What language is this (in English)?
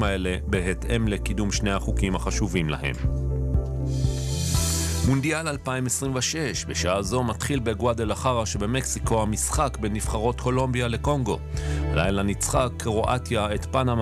Hebrew